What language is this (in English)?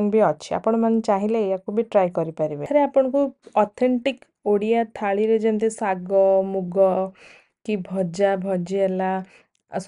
Odia